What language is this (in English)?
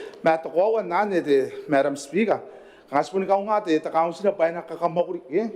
Gilbertese